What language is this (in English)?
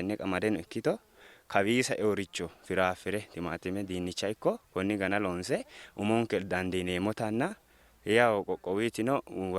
Sidamo